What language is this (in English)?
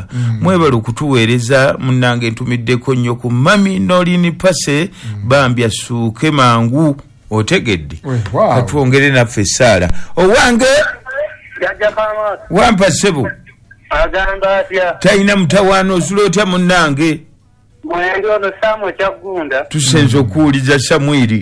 Ganda